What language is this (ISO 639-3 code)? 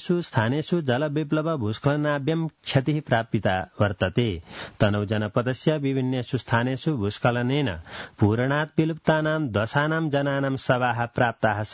san